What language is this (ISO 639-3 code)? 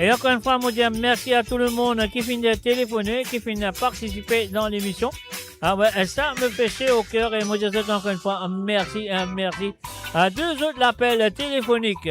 mfe